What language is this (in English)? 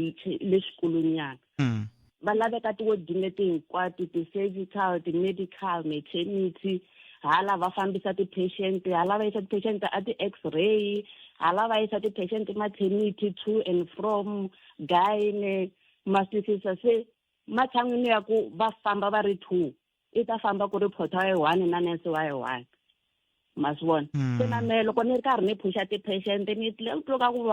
Tsonga